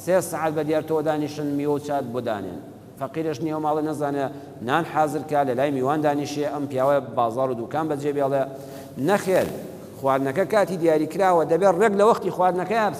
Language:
Central Kurdish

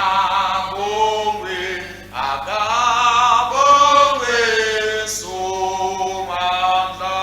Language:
Swati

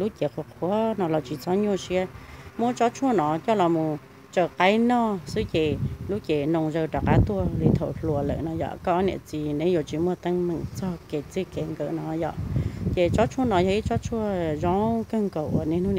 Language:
Hmong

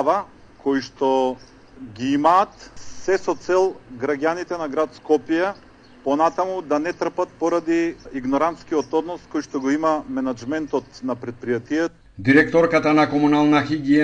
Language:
Macedonian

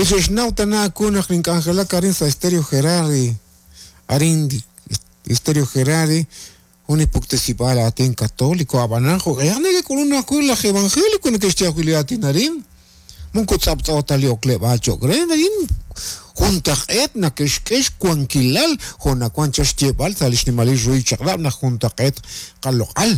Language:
Kekchí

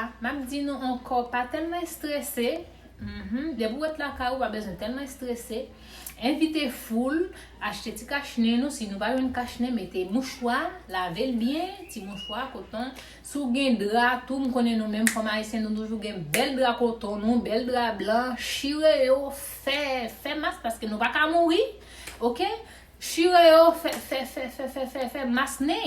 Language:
Haitian Creole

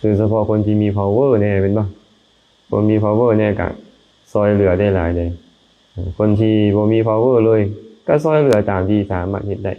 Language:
Lao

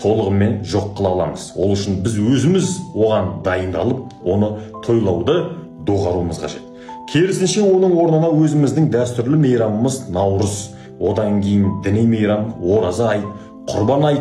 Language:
Kazakh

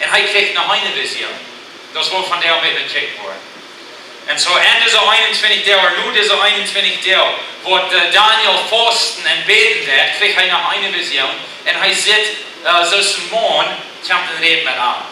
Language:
Plautdietsch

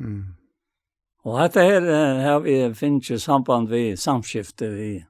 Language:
Faroese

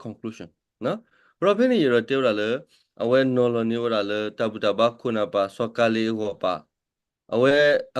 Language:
S'gaw Karen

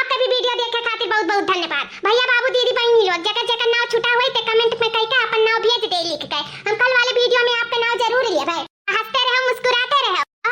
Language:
Awadhi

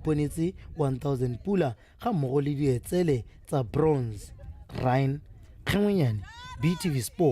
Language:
Tswana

